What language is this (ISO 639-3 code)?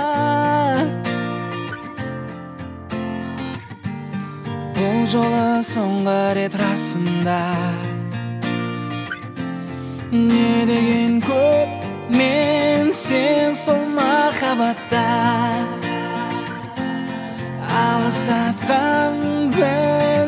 kaz